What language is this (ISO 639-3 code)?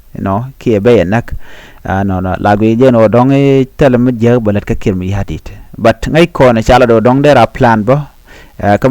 nus